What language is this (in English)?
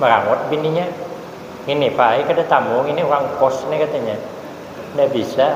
Banjar